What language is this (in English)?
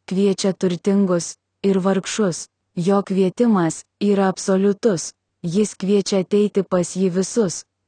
Lithuanian